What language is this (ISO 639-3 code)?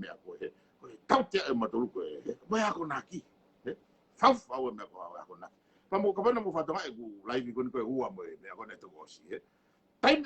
ton